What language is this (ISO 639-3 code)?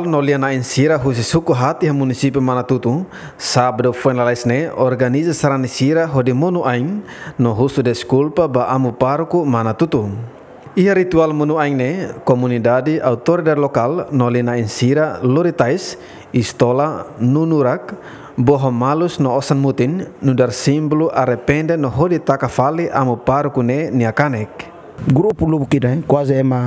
tet